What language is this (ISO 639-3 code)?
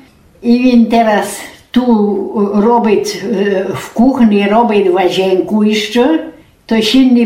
rue